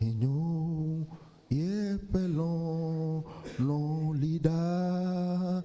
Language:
Ewe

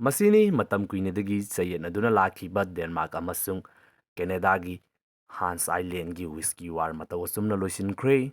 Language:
Manipuri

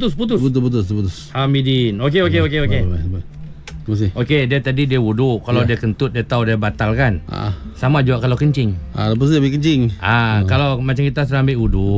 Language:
Malay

